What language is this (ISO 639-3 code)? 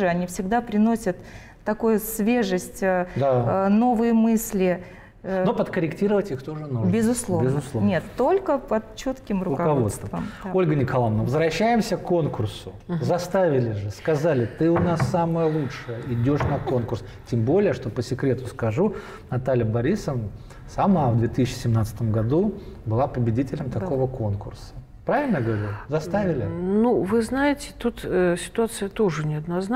rus